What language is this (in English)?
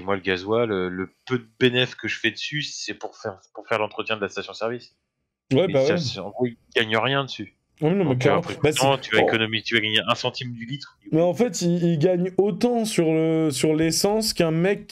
French